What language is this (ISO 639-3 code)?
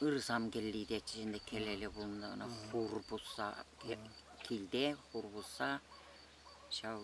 chv